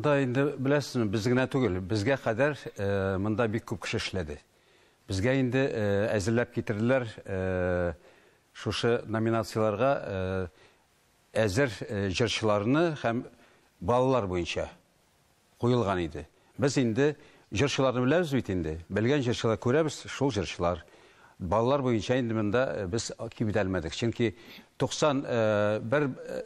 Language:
Tatar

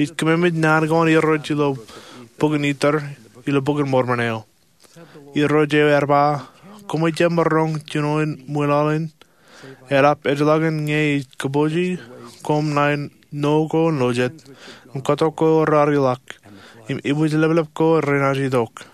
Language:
Marshallese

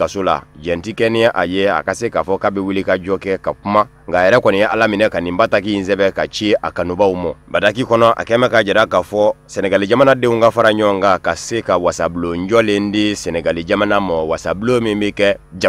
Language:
Bambara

